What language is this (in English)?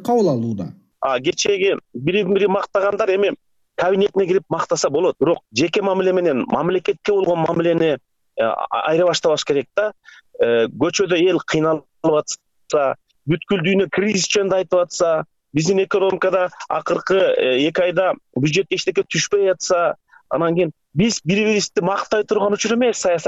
Kyrgyz